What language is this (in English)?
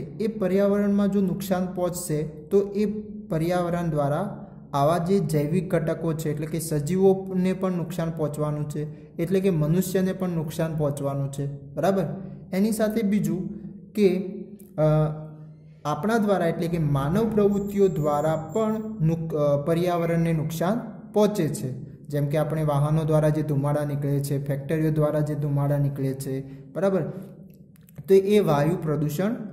Gujarati